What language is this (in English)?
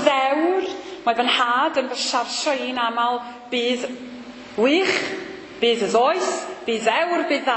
Welsh